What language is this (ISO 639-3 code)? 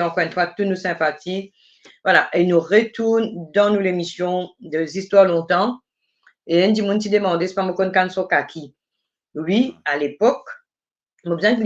mfe